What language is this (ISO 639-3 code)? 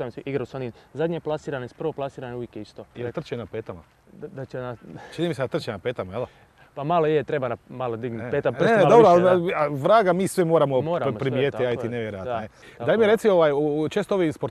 hrv